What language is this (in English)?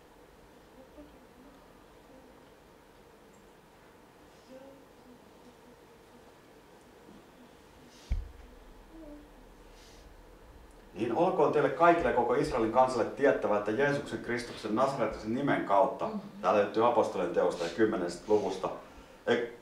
Finnish